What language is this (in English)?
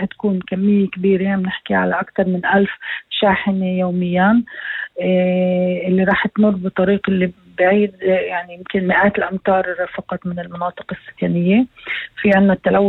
North Levantine Arabic